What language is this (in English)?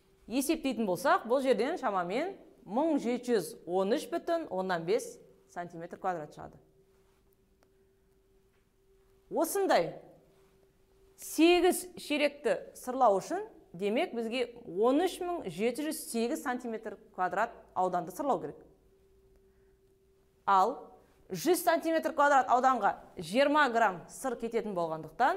Kazakh